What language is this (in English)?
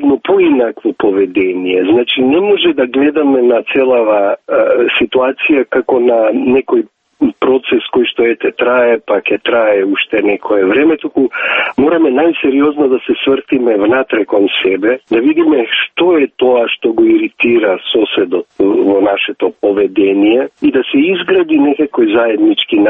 Macedonian